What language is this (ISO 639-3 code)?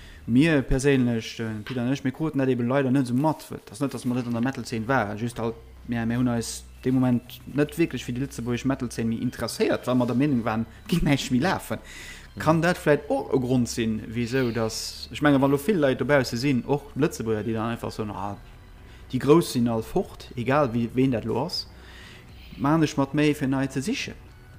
ltz